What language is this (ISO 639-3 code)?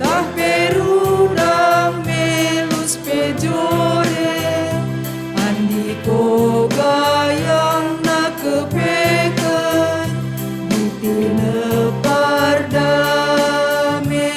btx